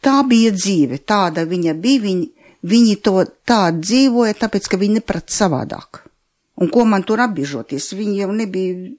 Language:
Latvian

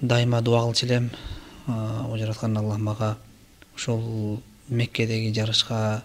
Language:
Kyrgyz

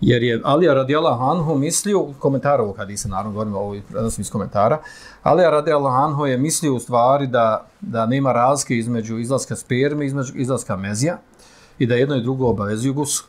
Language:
Bosnian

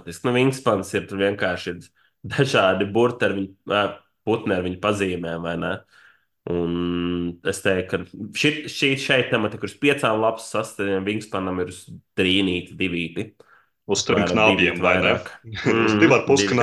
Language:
Latvian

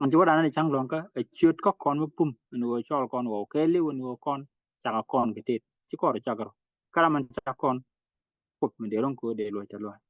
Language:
Nuer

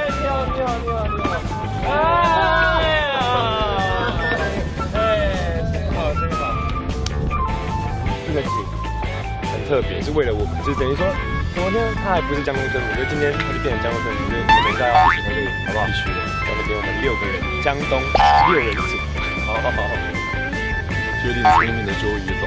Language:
Chinese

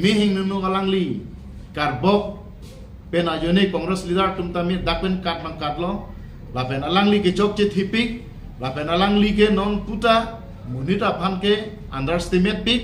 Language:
Karbi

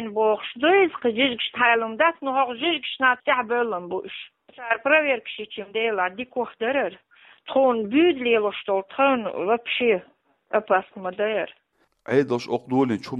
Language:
Chechen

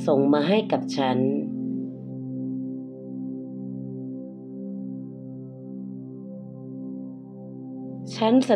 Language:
Thai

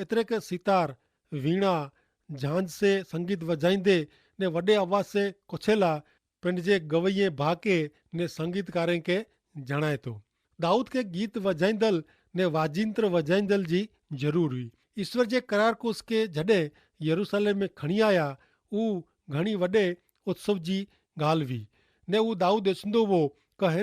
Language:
Kachhi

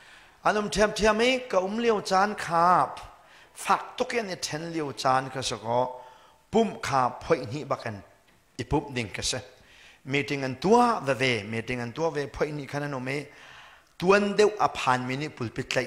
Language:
Hakha Chin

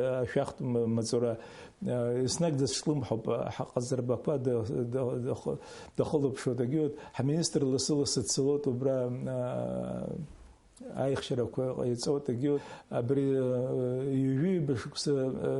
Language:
Abkhazian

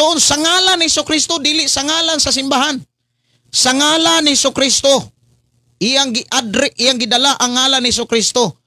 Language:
Cebuano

